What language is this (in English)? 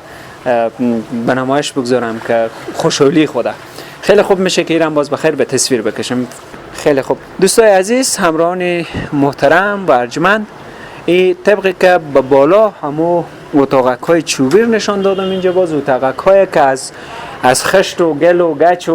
Persian